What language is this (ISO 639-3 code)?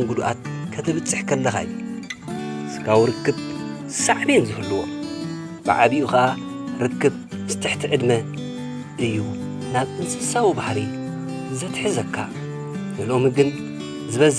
tir